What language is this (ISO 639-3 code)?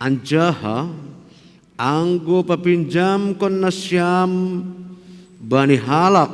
bts